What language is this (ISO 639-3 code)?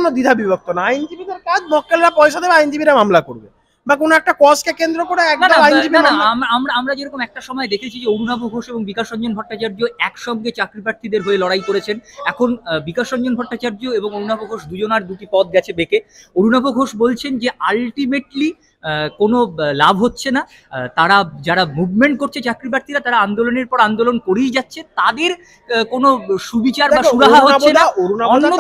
ben